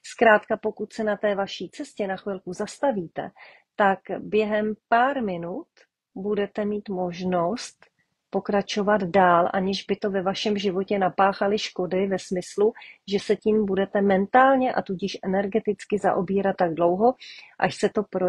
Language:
Czech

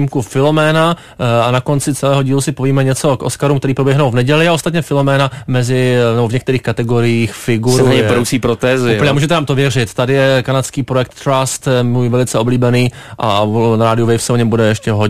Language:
Czech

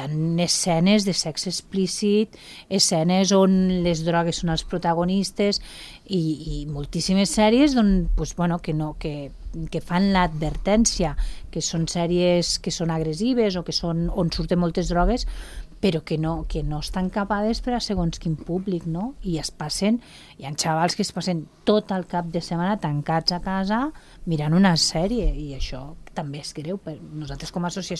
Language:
Catalan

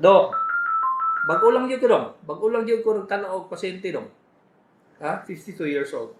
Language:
Cebuano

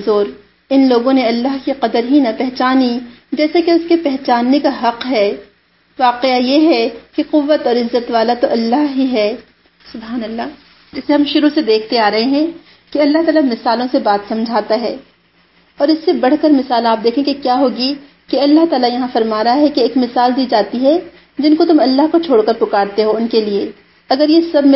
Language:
Urdu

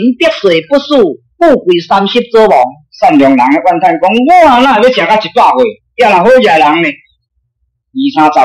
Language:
Min Nan Chinese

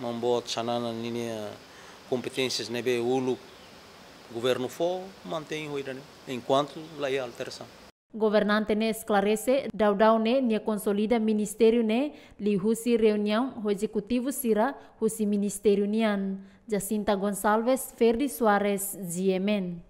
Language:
Tetum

